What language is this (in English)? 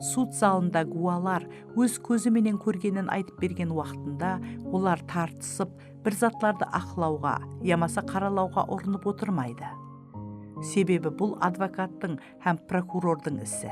Kara-Kalpak